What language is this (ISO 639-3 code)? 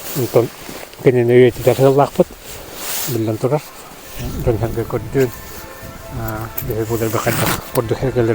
sah